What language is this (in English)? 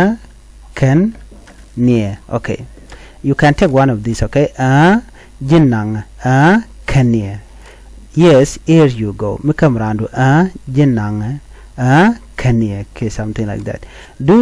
Nuer